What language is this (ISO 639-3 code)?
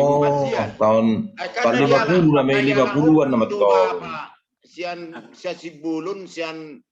bbc